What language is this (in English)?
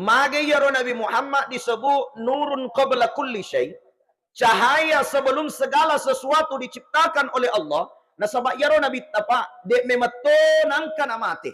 Buginese